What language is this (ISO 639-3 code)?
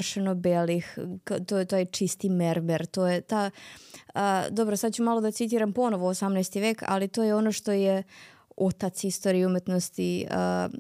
srp